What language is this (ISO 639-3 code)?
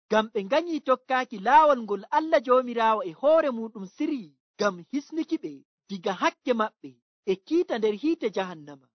fuv